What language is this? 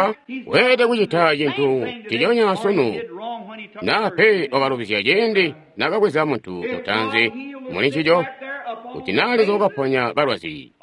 Tonga (Zambia)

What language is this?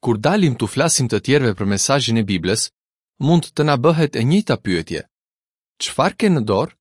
Albanian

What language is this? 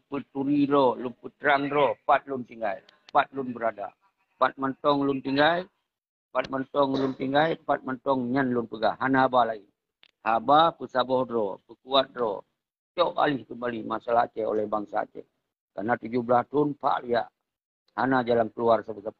Achinese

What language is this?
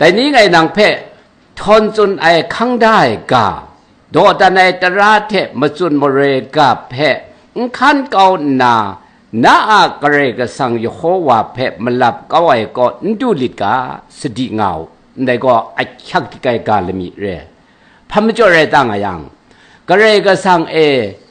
Kachin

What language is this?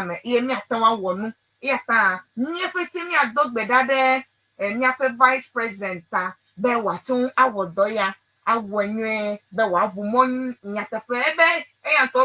Ewe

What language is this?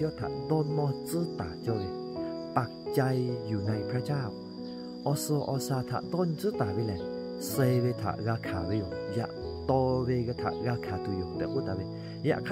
Lahu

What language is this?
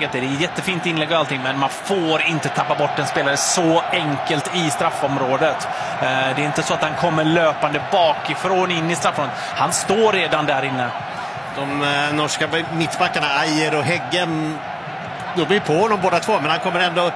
Swedish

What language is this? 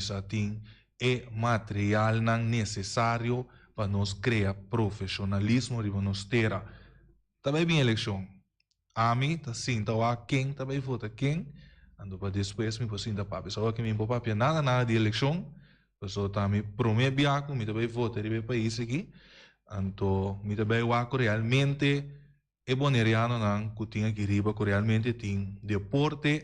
Papiamento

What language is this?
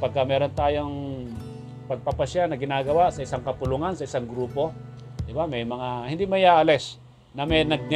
Filipino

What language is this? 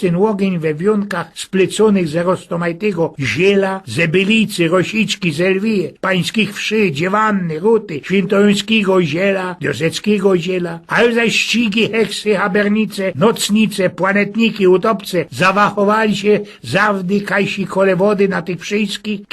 Silesian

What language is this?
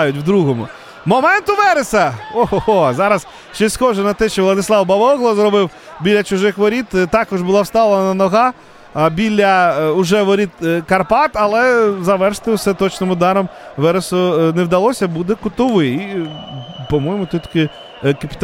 Ukrainian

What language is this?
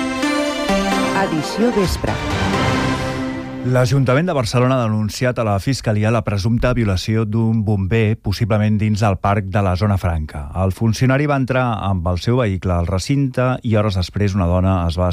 Catalan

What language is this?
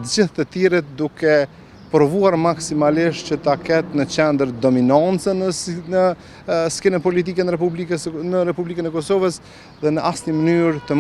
Albanian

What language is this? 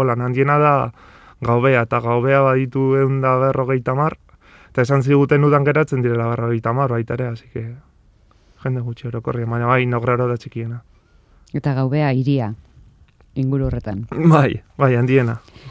Basque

